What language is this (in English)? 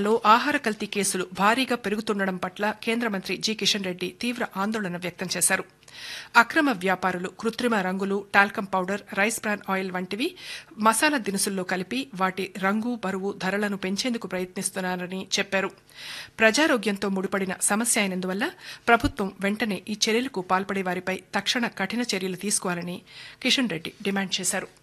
Telugu